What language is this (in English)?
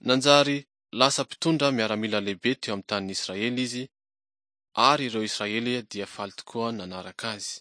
Malagasy